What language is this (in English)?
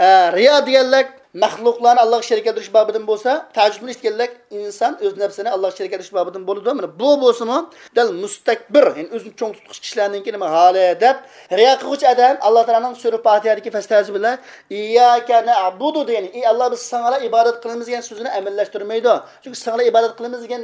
Uyghur